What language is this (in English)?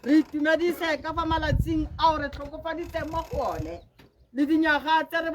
Tswana